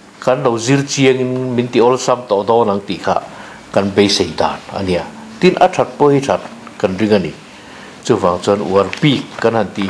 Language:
Mizo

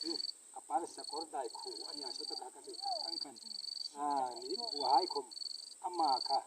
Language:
Hmar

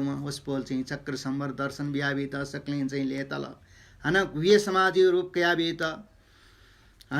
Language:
Newari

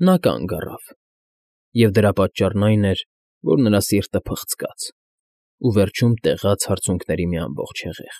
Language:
Armenian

